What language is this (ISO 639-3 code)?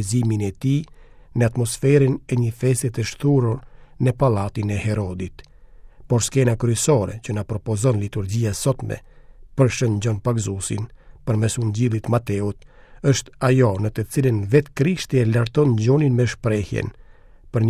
sqi